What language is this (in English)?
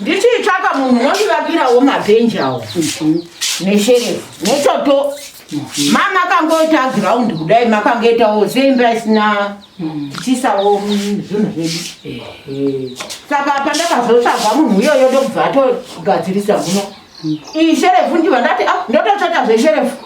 Shona